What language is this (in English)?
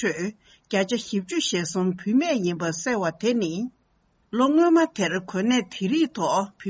Tibetan